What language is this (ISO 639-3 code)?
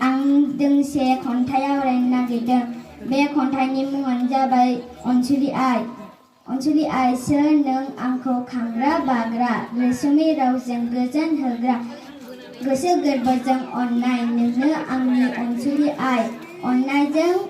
brx